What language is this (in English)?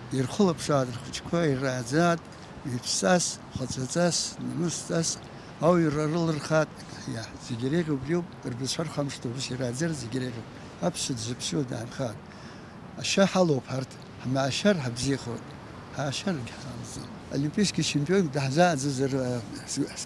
Abkhazian